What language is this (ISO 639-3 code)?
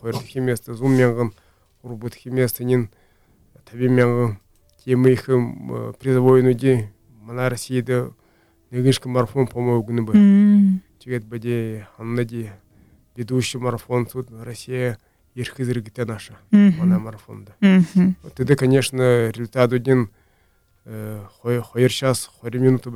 bua